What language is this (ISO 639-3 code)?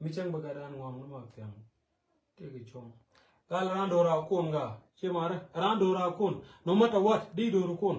nus